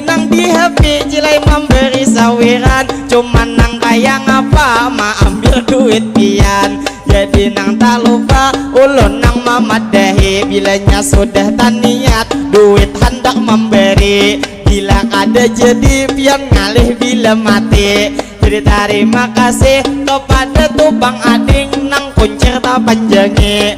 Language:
Banjar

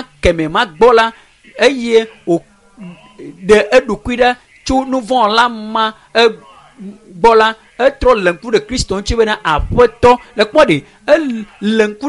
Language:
Ewe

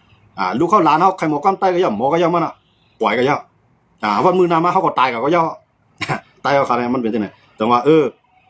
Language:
Shan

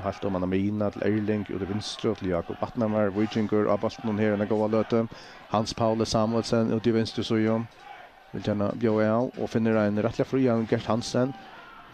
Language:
Faroese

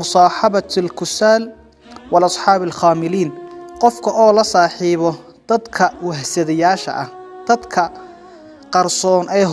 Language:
Somali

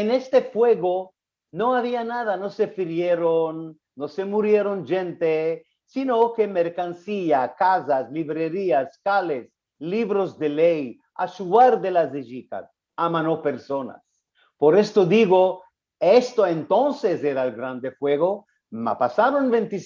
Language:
Ladino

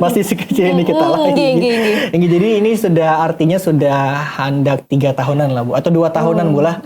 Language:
Banjar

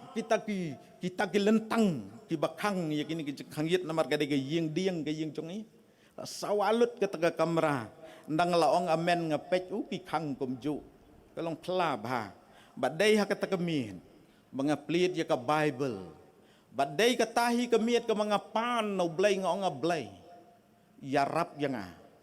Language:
Khasi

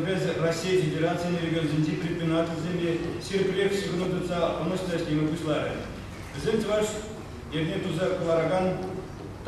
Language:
Chuvash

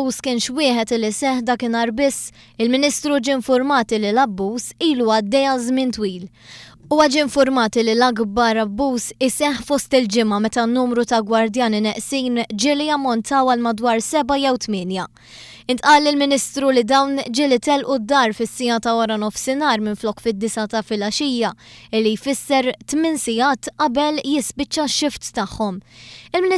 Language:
Maltese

